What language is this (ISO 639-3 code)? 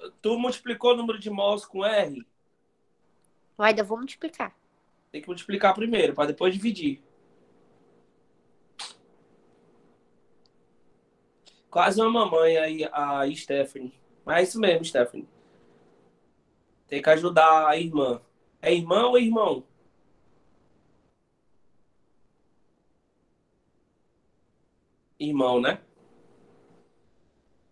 por